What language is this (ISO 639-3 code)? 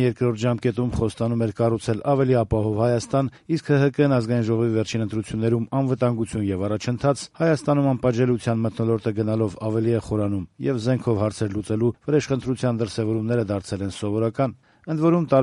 hye